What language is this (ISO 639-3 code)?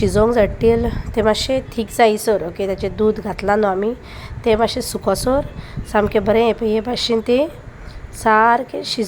kok